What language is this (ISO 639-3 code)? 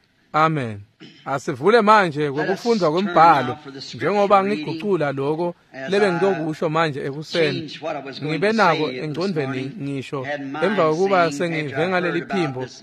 ssw